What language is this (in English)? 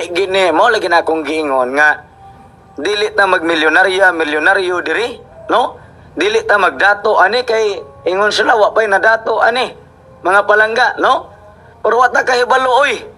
Cebuano